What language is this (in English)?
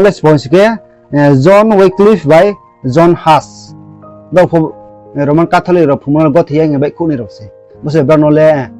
Riang (India)